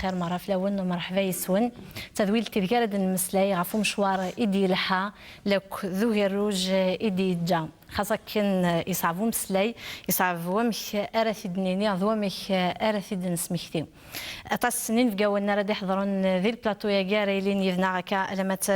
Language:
Kabyle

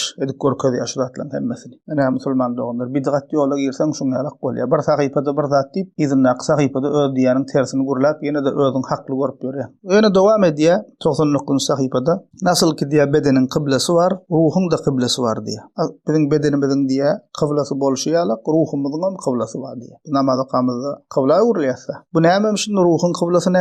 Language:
Turkmen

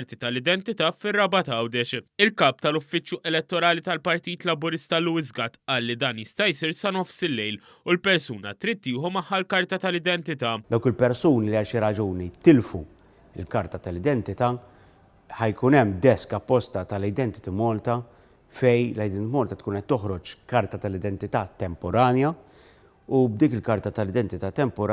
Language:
Maltese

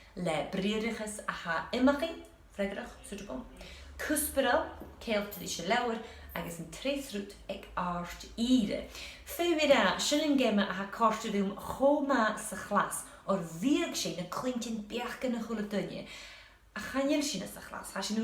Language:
Scottish Gaelic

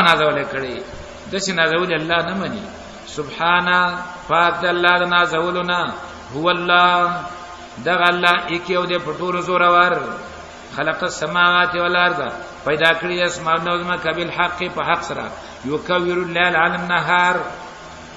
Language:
Pashto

